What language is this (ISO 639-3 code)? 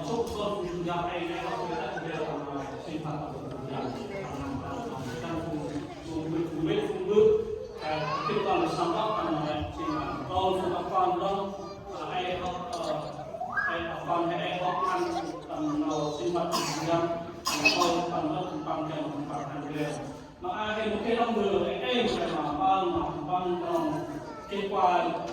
cmo